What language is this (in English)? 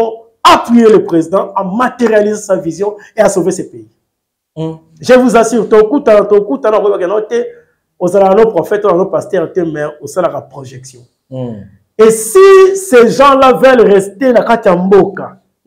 French